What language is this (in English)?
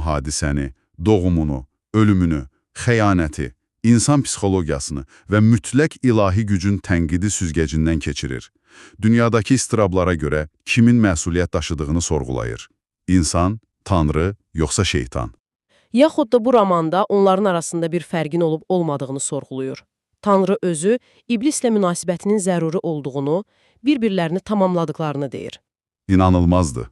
Azerbaijani